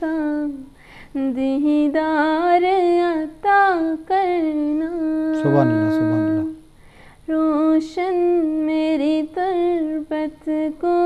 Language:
Eastern Balochi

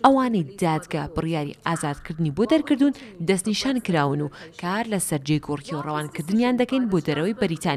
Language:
Central Kurdish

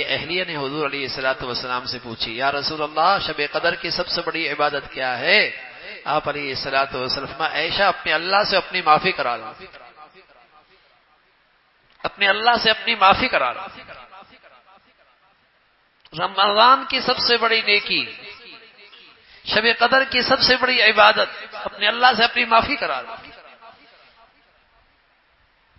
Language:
Urdu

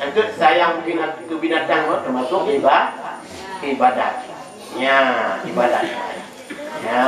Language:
Achinese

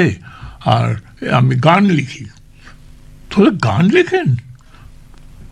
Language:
Bangla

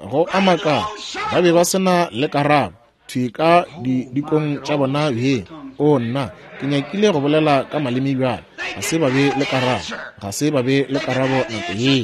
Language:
Northern Sotho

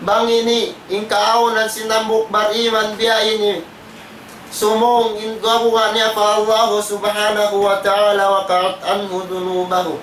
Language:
Tausug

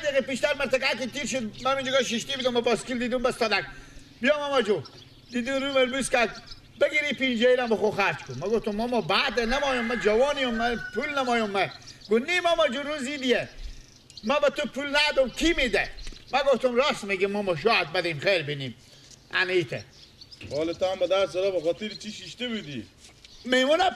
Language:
Persian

